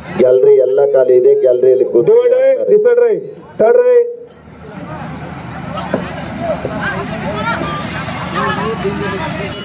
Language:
Kannada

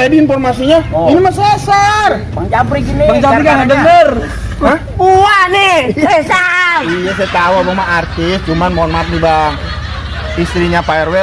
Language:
Betawi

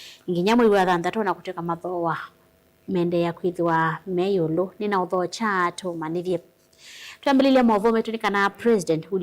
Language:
Kamba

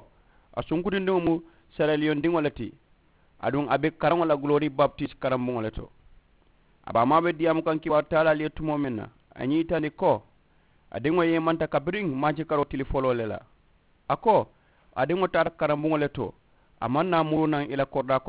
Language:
Mandingo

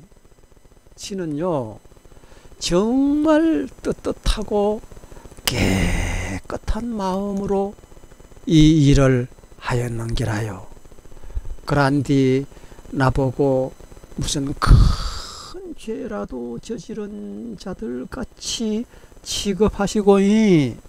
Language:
Korean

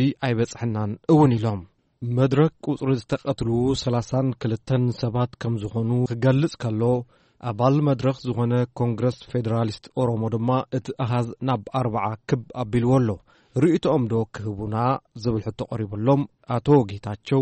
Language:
Tigrinya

